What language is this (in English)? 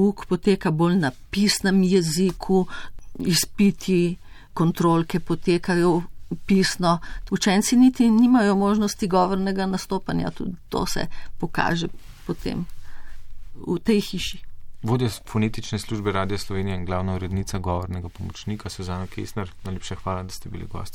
Slovenian